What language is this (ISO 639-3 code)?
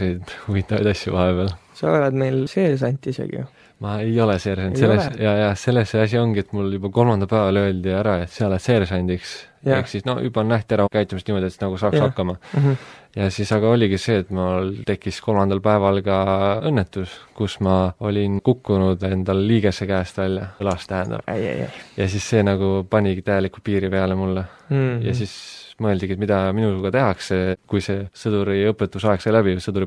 est